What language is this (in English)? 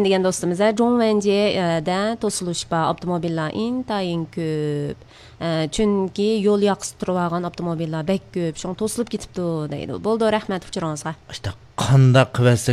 Uyghur